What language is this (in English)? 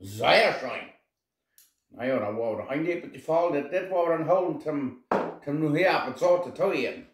Plautdietsch